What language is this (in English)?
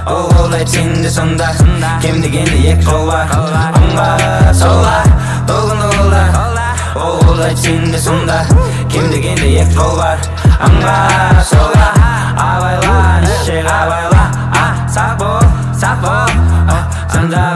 Kazakh